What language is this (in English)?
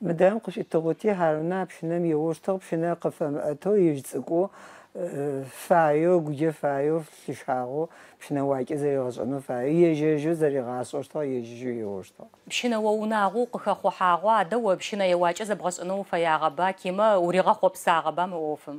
Adyghe